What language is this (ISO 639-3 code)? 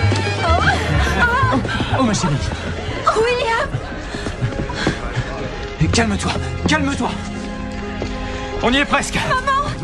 fra